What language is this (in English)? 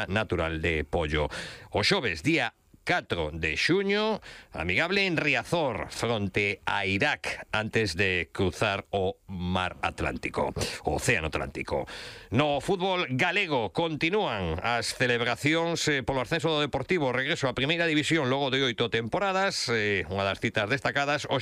Galician